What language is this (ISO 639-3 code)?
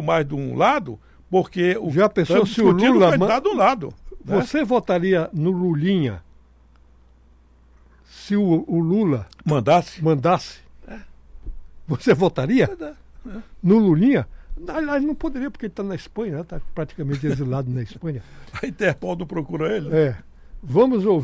por